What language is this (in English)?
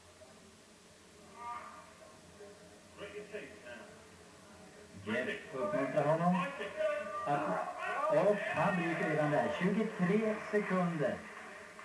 Swedish